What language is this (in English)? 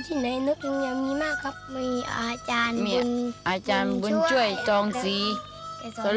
Thai